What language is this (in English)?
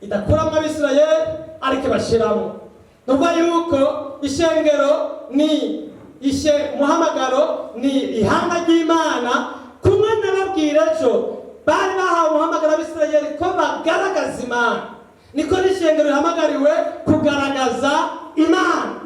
Rundi